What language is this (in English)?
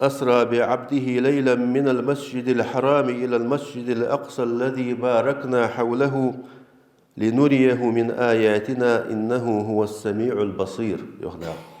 Ingush